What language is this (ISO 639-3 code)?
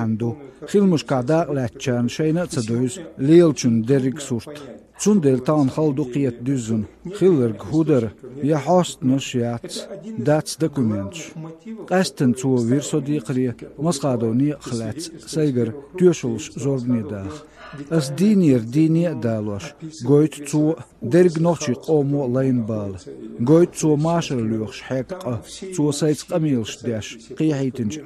che